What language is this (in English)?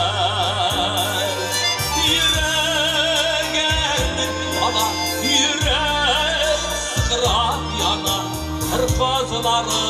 Tatar